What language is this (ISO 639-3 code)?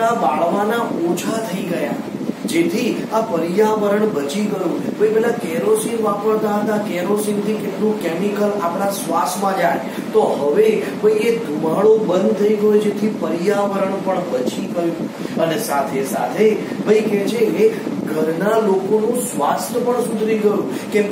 guj